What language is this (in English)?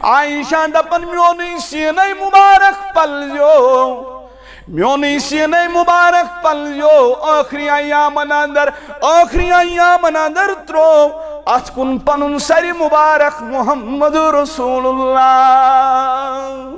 Kashmiri